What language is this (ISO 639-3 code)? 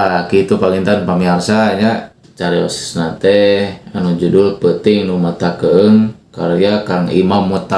sun